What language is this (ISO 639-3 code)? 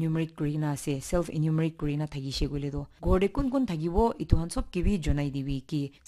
nag